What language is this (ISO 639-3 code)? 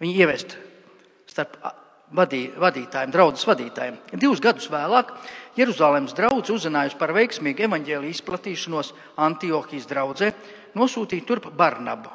lav